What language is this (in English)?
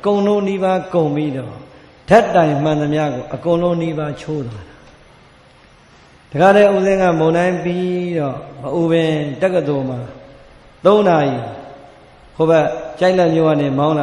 Burmese